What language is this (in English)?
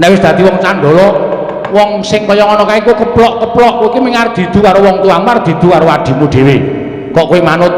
Javanese